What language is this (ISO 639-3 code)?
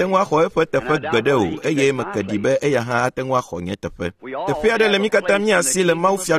ewe